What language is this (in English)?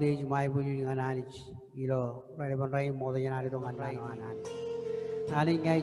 Marshallese